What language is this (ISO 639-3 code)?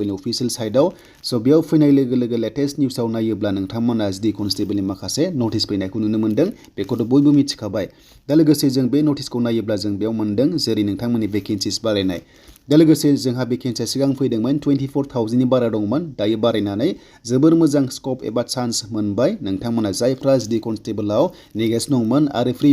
brx